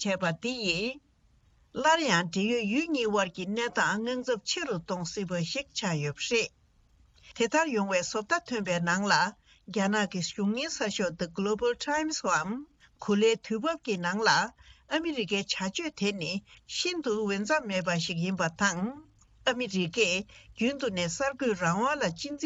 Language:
Tibetan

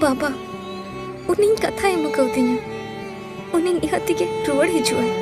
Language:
Santali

